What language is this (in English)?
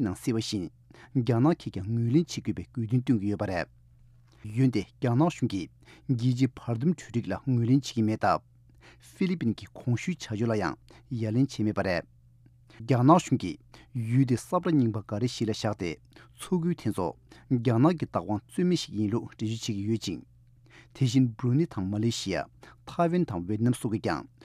Tibetan